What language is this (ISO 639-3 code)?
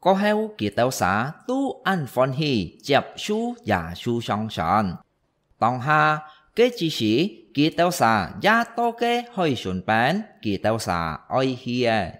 hak